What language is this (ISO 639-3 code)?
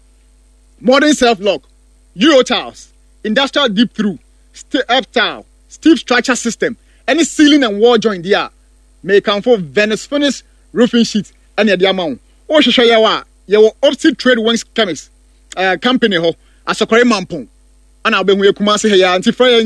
aka